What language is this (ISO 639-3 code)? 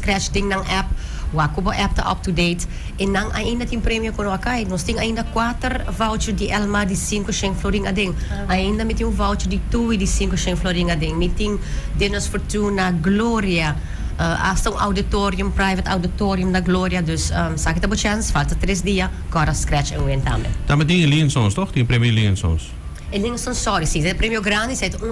pap